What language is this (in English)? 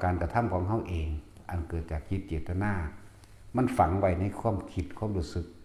Northeastern Thai